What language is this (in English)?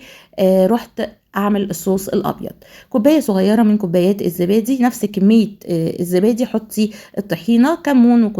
Egyptian Arabic